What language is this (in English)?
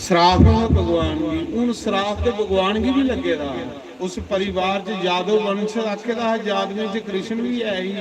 Dogri